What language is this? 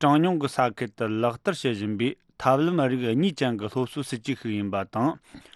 Tibetan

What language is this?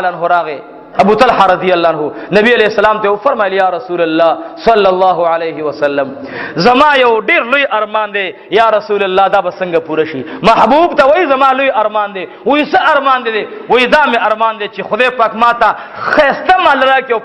Pashto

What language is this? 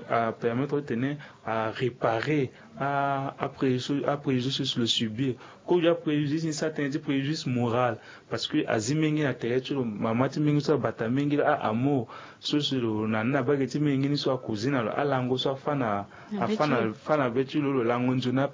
Sango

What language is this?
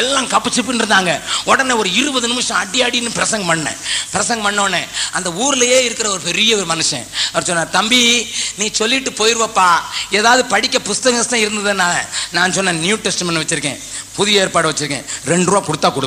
Tamil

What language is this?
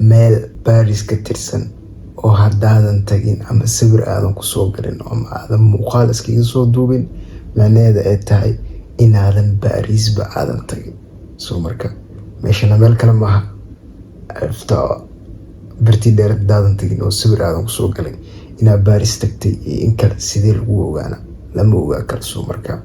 Somali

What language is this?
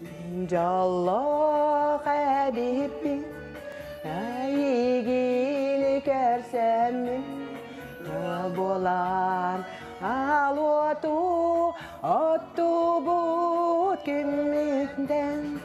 Yakut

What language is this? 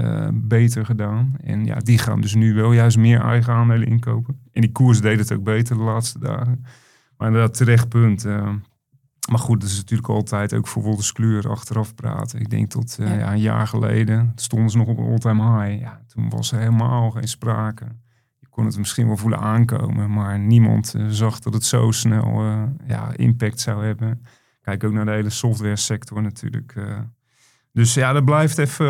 Dutch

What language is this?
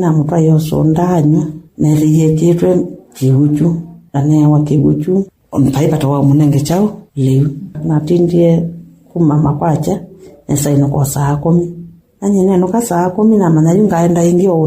Kamba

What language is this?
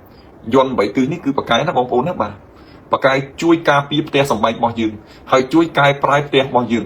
Khmer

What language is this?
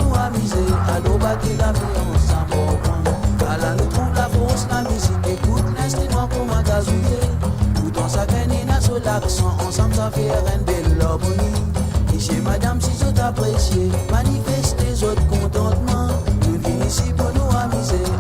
Morisyen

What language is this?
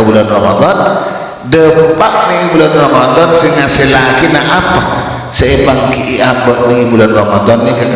Madurese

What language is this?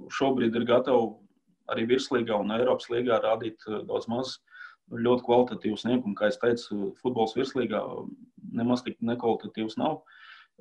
Latvian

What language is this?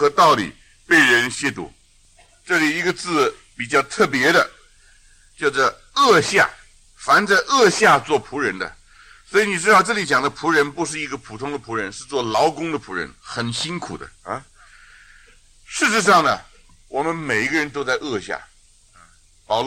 Chinese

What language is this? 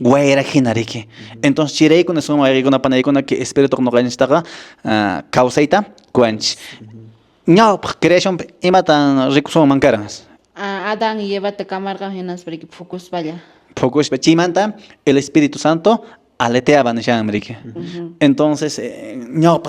Quechua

